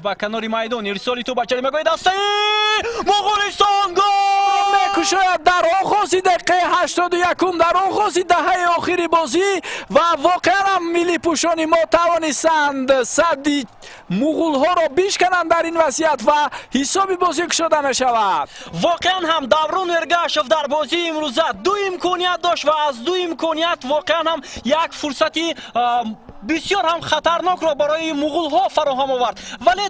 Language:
Tajik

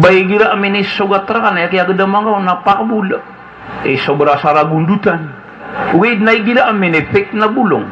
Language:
Maranao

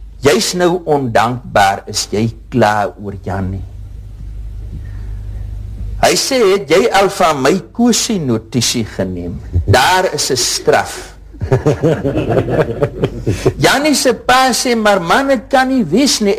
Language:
Afrikaans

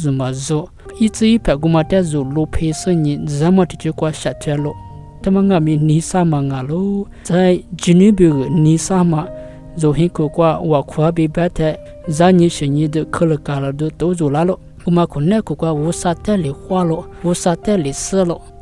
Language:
Lisu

